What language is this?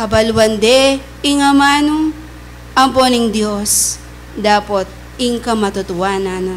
Pampanga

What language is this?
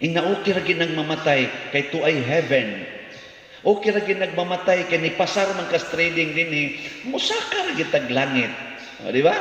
Cebuano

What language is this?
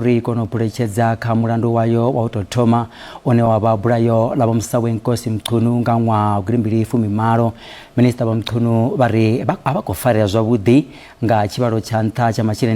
Venda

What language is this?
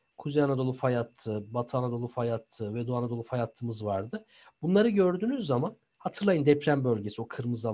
Turkish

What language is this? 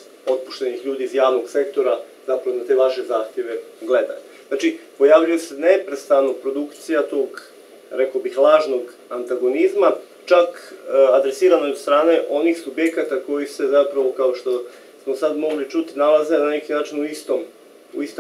Croatian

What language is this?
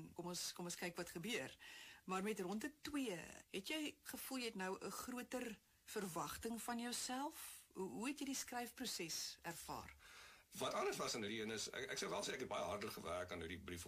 Afrikaans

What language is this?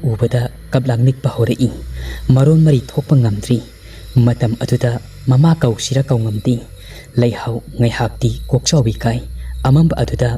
Manipuri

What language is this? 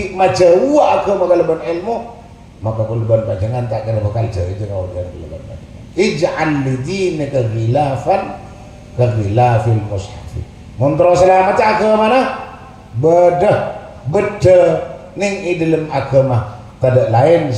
Madurese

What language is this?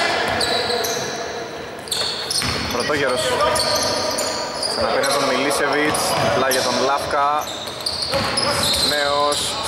Greek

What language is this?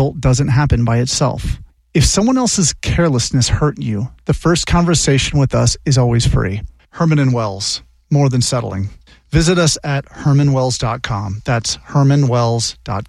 English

